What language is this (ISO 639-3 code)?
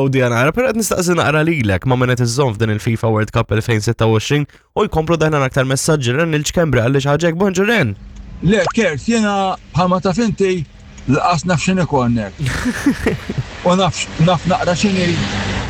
mlt